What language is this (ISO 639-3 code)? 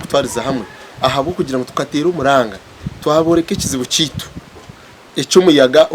nyn